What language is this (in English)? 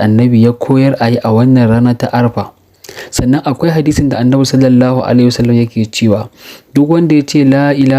Hausa